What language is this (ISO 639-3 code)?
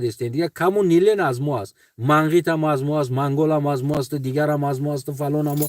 tgk